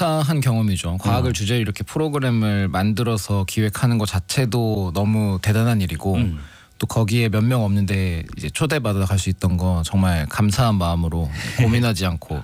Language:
Korean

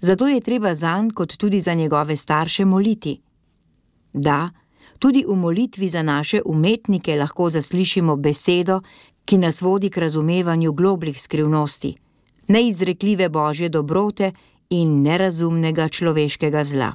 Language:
Slovenian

